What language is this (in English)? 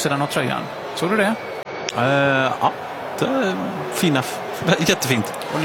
Swedish